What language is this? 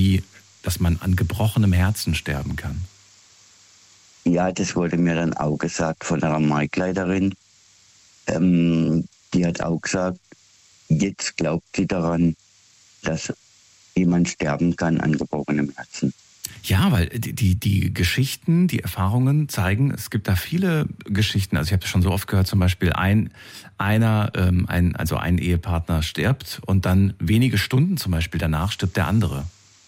German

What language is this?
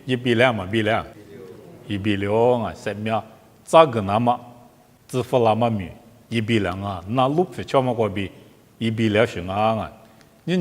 Lisu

